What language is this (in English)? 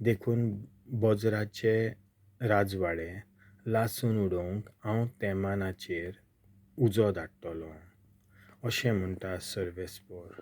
Konkani